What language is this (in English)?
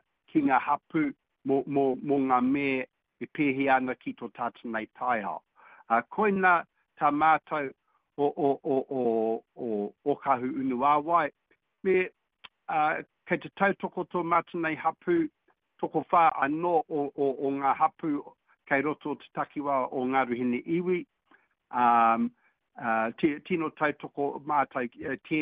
Māori